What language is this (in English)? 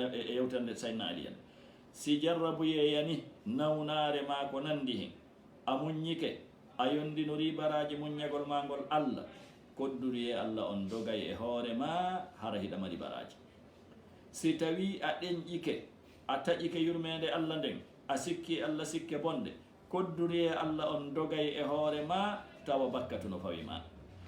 Fula